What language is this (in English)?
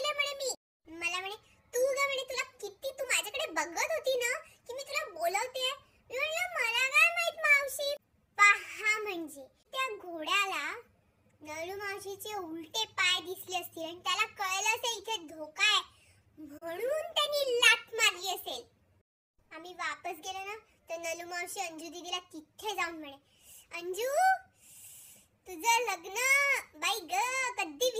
Marathi